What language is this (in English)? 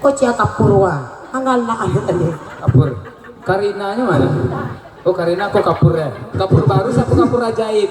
Minangkabau